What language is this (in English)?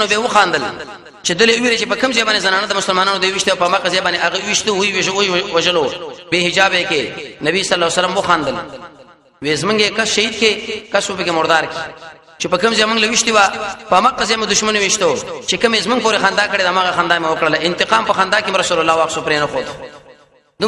Pashto